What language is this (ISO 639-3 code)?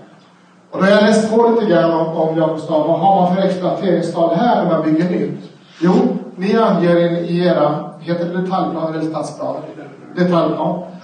swe